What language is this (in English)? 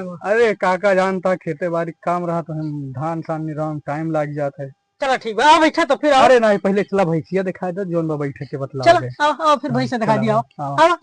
Awadhi